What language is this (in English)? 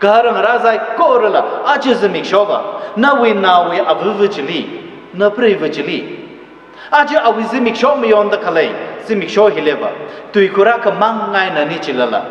Tangkhul Naga (India)